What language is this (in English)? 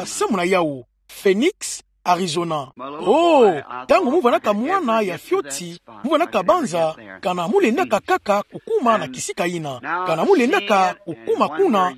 Kituba (Democratic Republic of Congo)